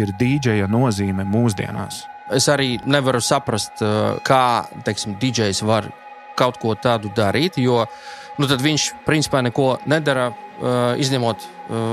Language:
Latvian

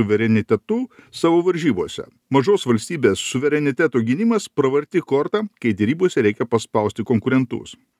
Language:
Lithuanian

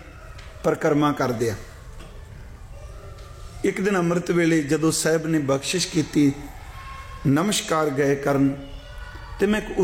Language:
Punjabi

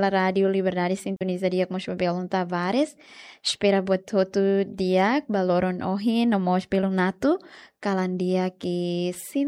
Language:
Tetum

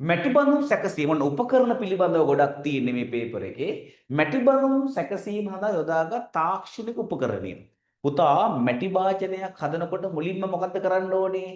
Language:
Sinhala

